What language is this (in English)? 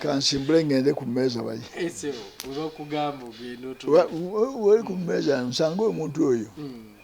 Ganda